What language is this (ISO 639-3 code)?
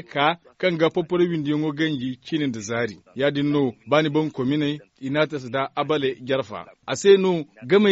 dje